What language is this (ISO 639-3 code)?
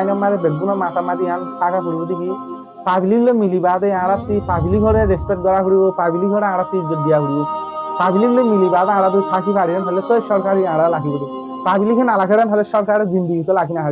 rhg